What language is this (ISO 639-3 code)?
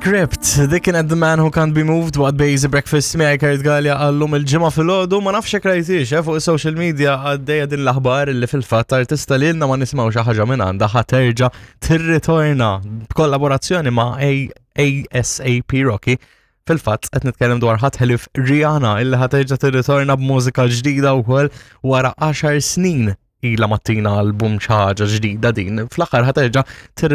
mlt